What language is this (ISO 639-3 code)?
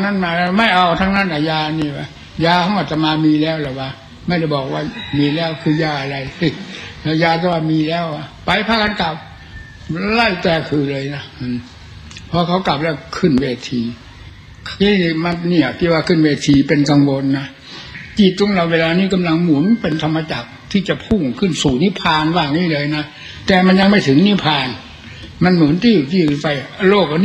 tha